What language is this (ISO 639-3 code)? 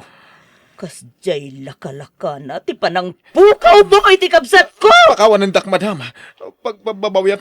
ilo